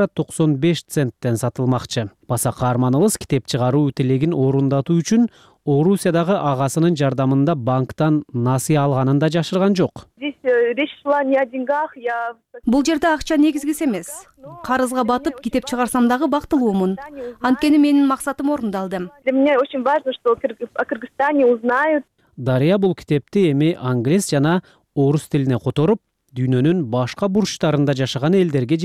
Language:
Kyrgyz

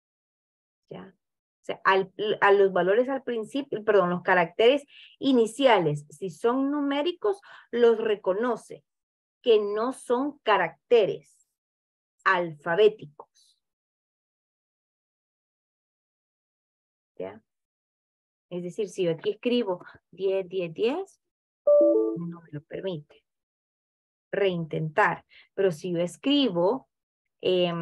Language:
Spanish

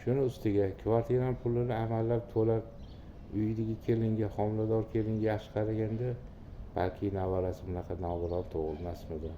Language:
Uzbek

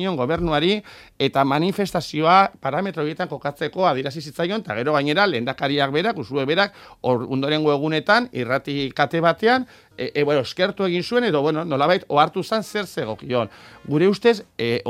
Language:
Basque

